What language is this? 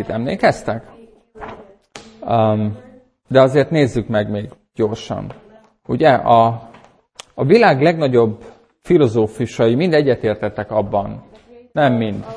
Hungarian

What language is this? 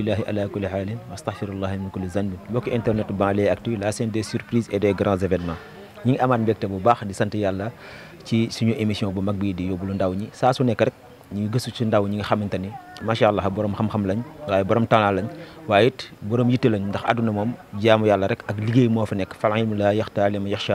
Wolof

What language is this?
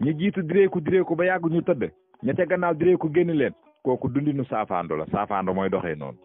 Wolof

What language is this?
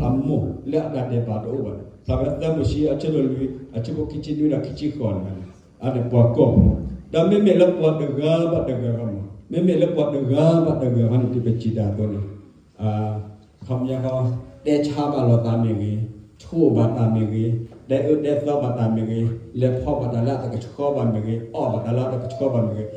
S'gaw Karen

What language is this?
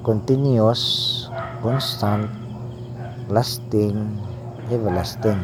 Cebuano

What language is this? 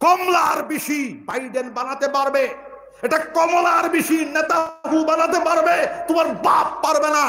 Sylheti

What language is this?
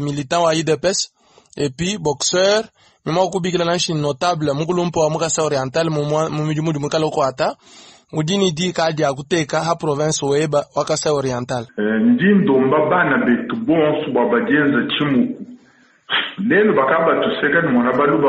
Luba-Lulua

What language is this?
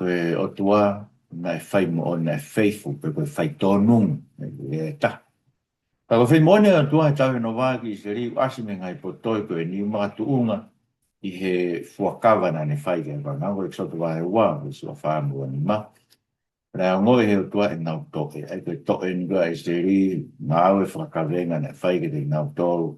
Tongan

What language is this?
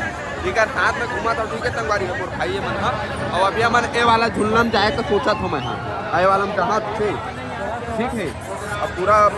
Chhattisgarhi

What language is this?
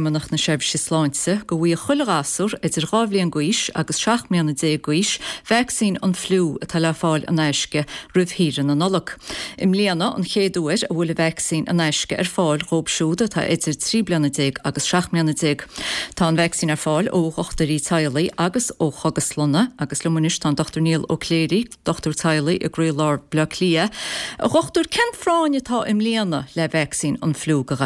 Irish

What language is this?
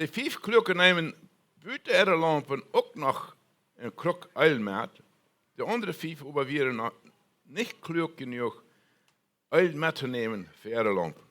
Plautdietsch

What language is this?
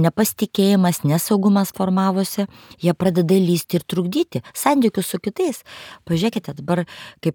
Lithuanian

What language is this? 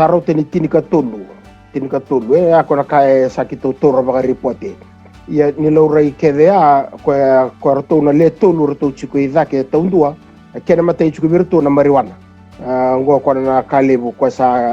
Fijian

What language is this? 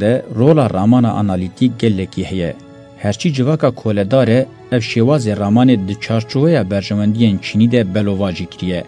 Kurdish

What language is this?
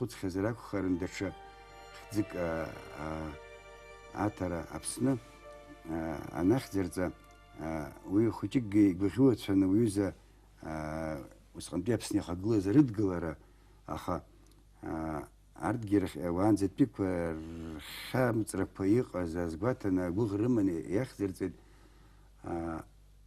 Abkhazian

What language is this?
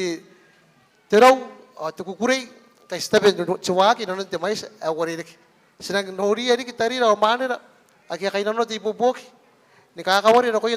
Gilbertese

